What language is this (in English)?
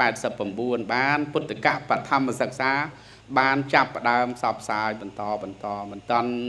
Khmer